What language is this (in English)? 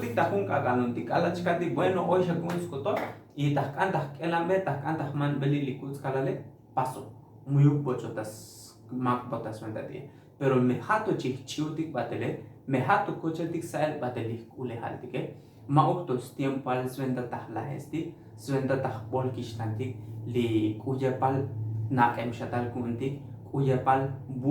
Tzotzil